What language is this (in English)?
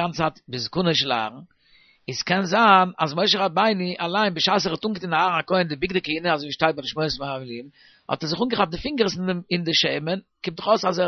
Yiddish